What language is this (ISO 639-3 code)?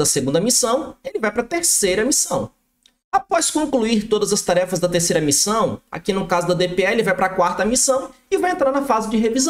por